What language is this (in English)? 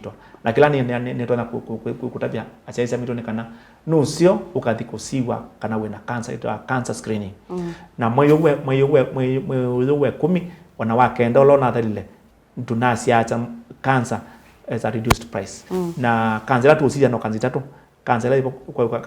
Kamba